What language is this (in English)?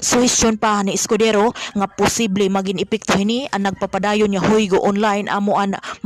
Waray